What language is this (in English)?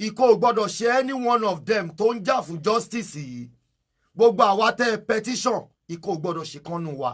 Yoruba